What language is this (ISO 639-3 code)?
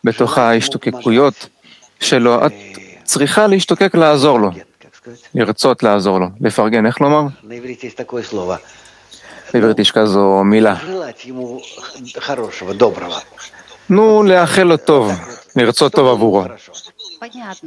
heb